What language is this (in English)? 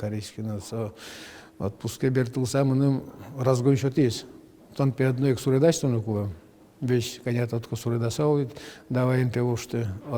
Udmurt